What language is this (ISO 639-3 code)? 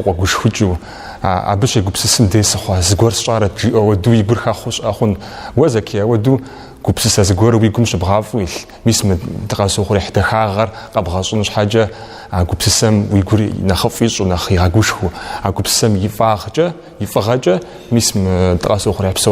kbd